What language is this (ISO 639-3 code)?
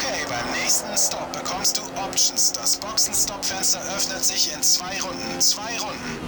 bar